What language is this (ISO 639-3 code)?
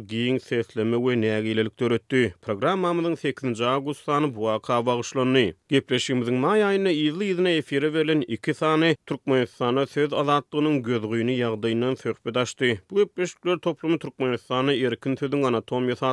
tuk